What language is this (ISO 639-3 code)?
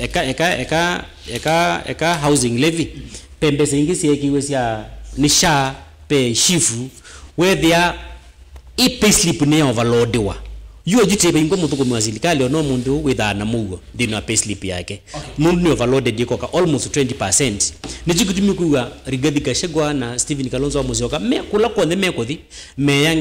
kam